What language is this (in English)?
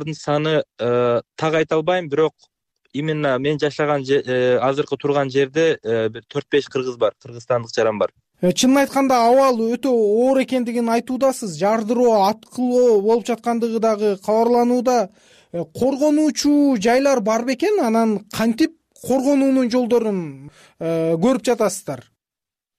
Kyrgyz